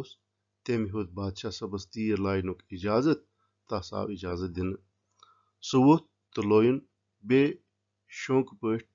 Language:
Kashmiri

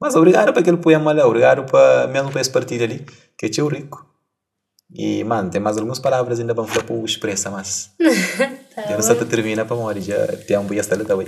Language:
Kabuverdianu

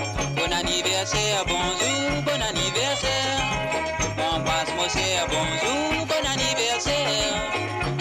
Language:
Morisyen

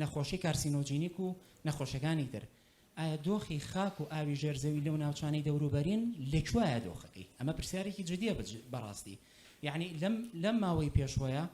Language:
Central Kurdish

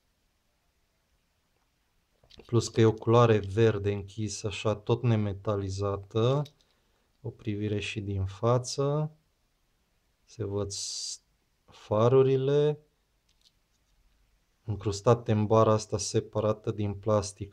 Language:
Romanian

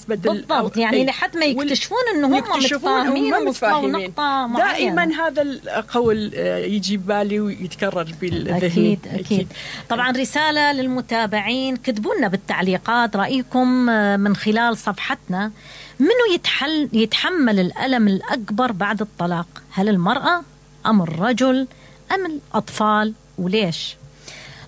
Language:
Mesopotamian Arabic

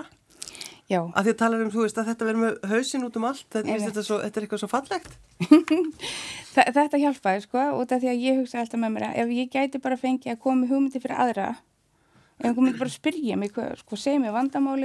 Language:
Icelandic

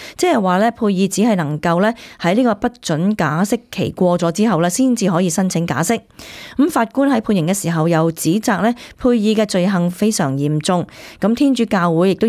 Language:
Cantonese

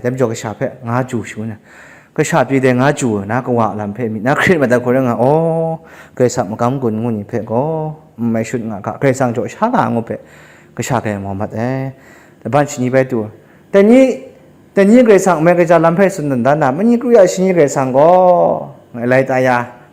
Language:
Kachin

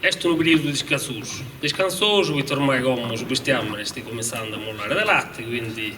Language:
Sardinian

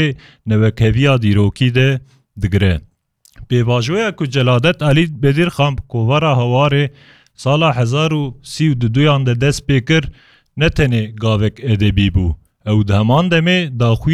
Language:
Kurdish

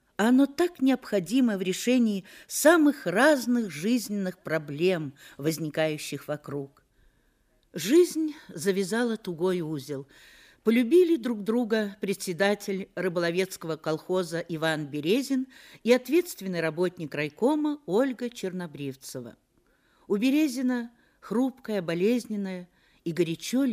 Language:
Russian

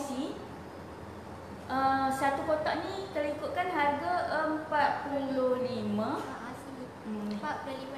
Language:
Malay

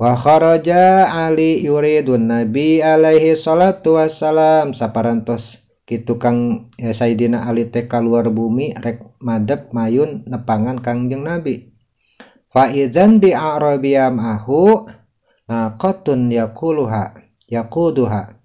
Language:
Sundanese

